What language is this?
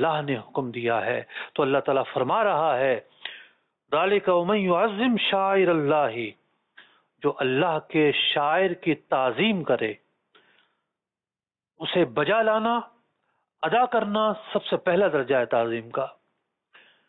Urdu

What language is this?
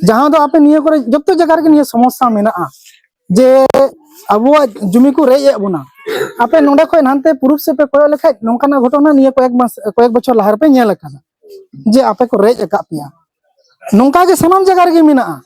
Santali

